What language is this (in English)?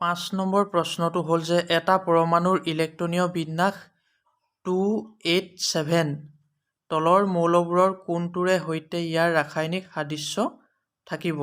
Assamese